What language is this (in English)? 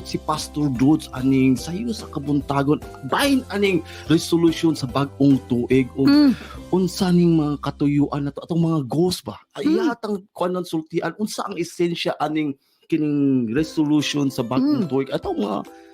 Cebuano